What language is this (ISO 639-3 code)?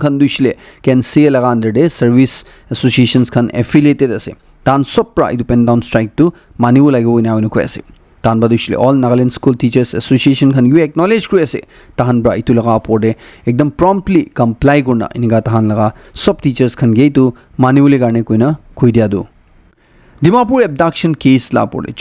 nag